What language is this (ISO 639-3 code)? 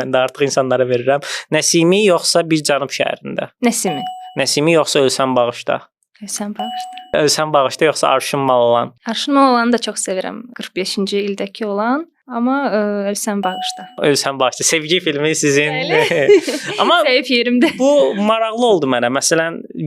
aze